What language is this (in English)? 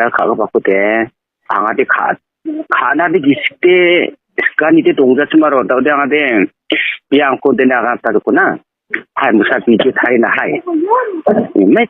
Garo